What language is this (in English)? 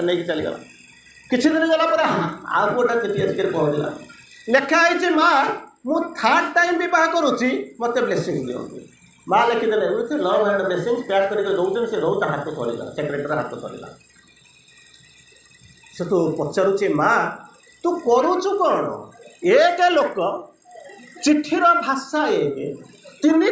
Odia